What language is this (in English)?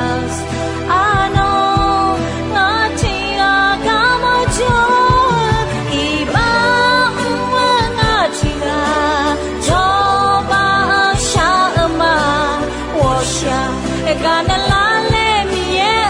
Akha